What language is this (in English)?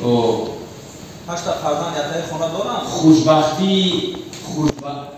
Tajik